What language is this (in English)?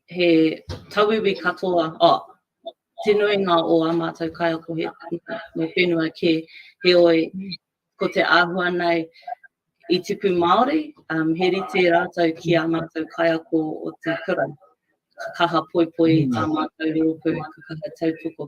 Māori